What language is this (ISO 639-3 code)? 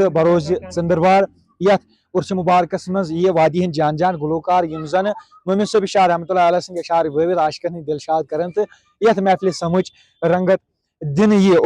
kas